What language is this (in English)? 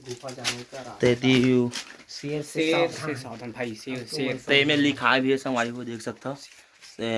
Chhattisgarhi